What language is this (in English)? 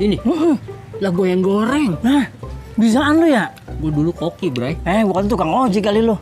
Betawi